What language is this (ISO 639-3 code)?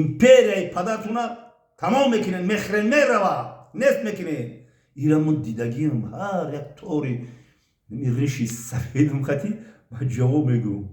tgk